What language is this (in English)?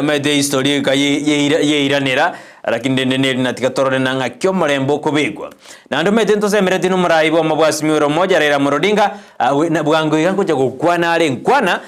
Gusii